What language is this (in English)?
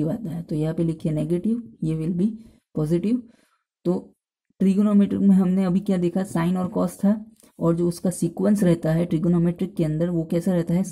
Hindi